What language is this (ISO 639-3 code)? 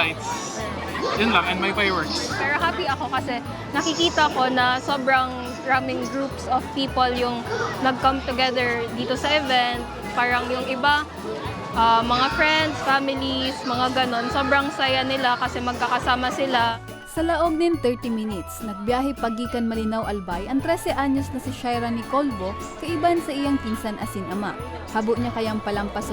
bik